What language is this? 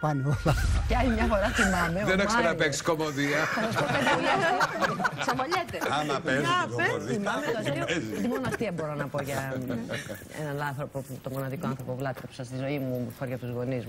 Greek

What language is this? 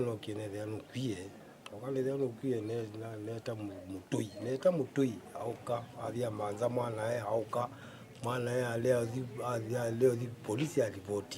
Kamba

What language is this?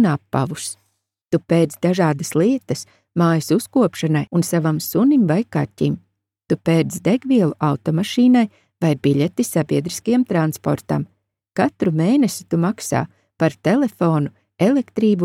Latvian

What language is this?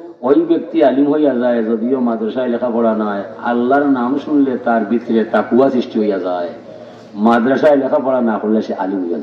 Sylheti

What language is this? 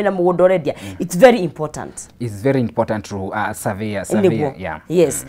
Kikuyu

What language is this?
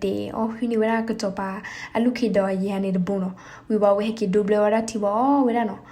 S'gaw Karen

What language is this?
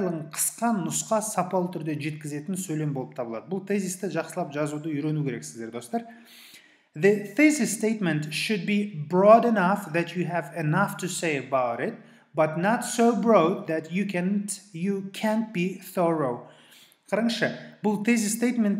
Kazakh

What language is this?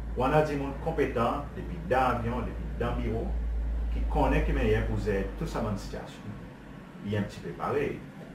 Seselwa Creole French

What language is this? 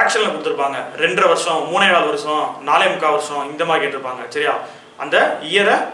Tamil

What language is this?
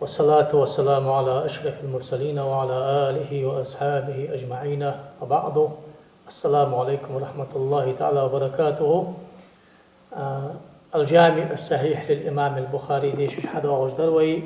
Ingush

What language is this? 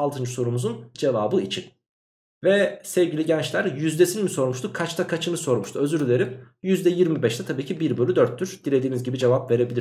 Turkish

